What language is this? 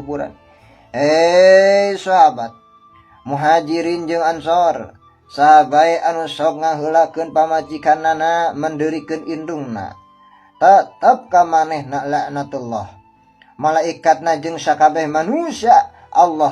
Sundanese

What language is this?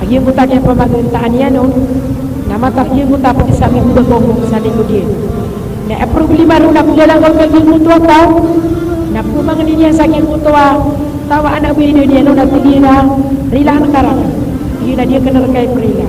Maranao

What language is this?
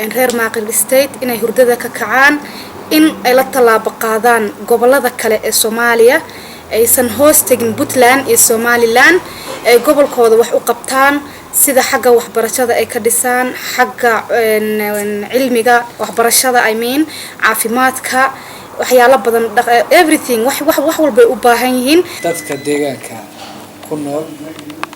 Somali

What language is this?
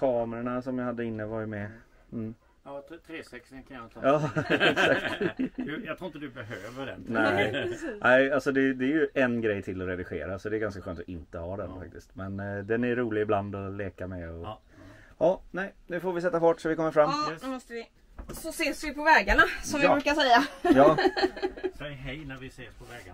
Swedish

